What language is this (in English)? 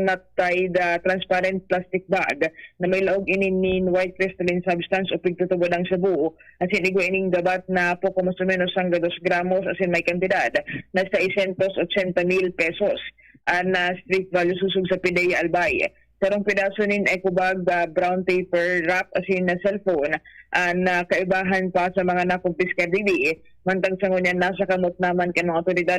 Bikol